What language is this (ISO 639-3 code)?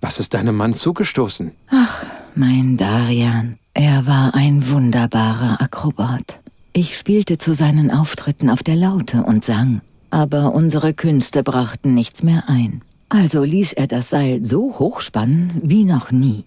bar